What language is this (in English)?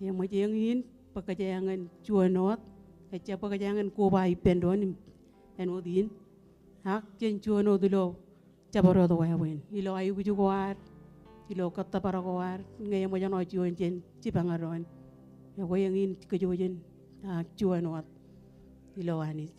Marshallese